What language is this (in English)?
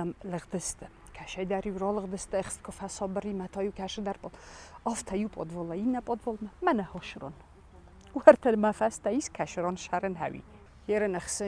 Ossetic